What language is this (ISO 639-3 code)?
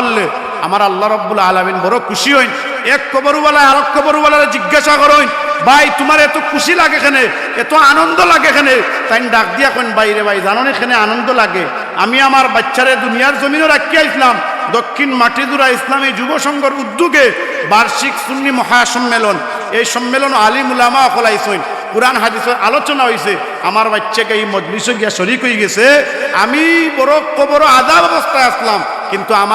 syl